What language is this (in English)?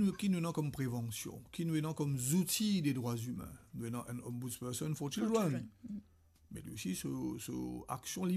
Morisyen